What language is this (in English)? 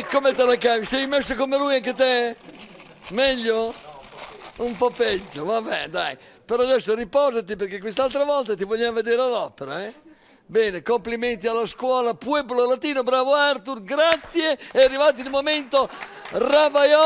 Italian